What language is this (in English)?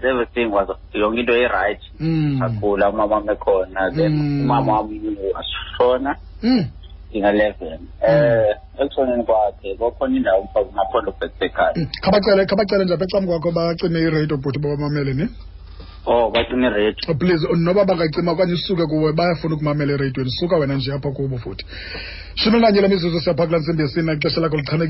Xhosa